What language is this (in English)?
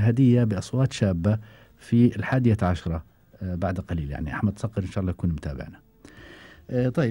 Gulf Arabic